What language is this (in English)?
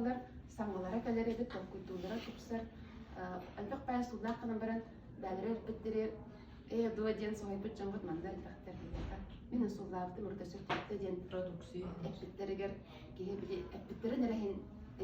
Yakut